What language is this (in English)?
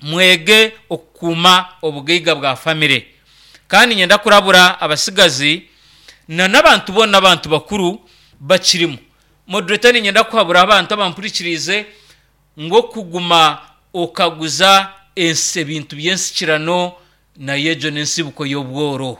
Nyankole